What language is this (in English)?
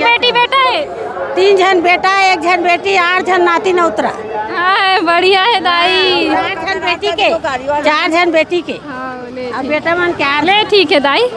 Chhattisgarhi